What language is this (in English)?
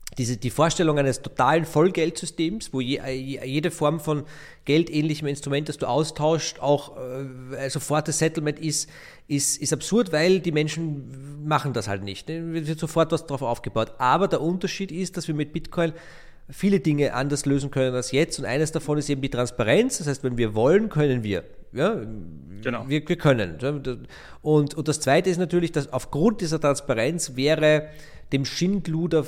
German